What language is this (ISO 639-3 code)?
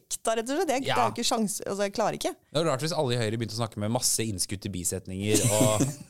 nor